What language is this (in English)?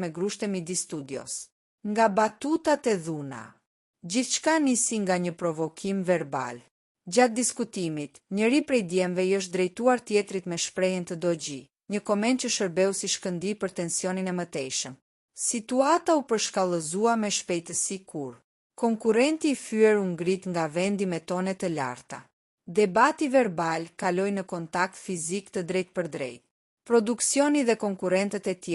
Albanian